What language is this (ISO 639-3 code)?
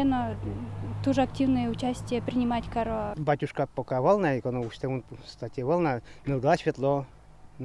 udm